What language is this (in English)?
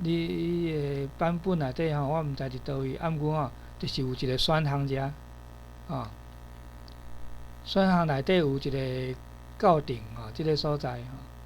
Min Nan Chinese